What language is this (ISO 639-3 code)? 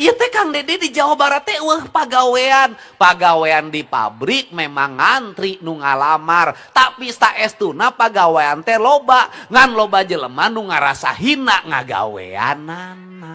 sun